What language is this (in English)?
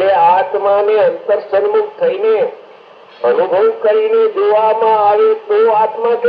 Gujarati